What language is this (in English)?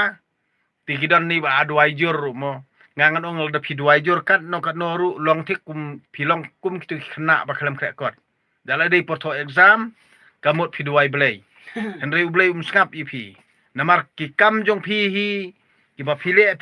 Khasi